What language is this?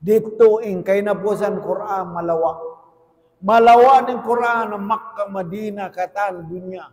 Tausug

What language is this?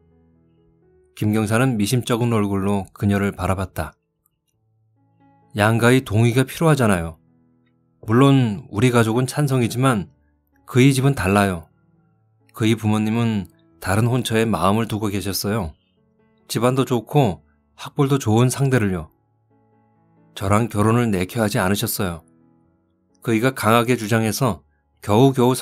Korean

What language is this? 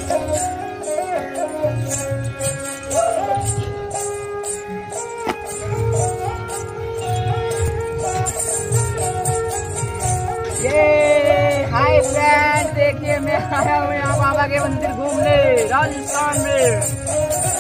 Hindi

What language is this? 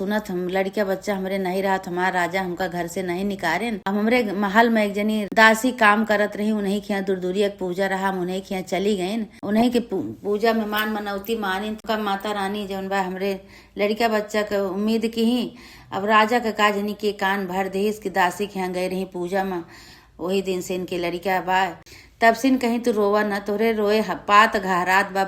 Awadhi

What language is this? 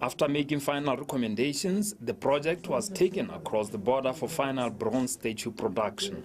Tswana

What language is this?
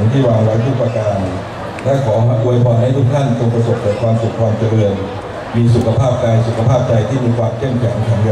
Thai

